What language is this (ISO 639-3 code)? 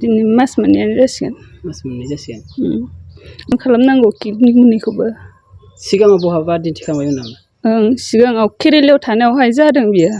brx